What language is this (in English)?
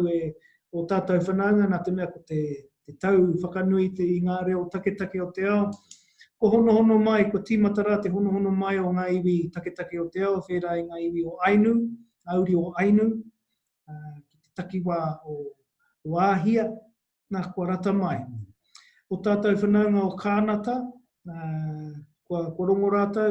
Māori